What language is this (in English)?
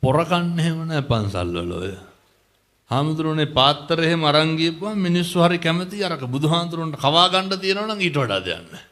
Sinhala